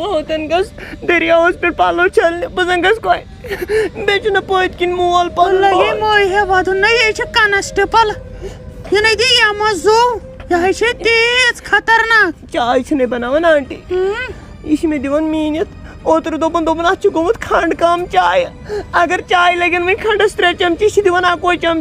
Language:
Kashmiri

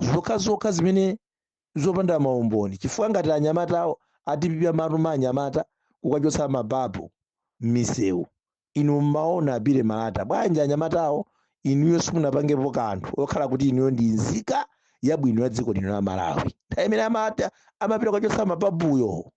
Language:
Nyanja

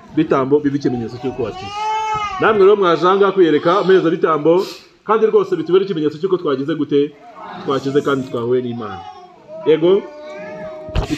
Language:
Kinyarwanda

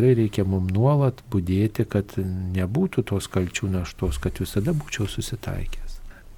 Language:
Lithuanian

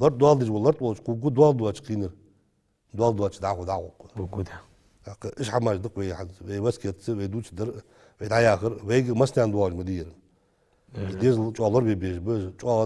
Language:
Ingush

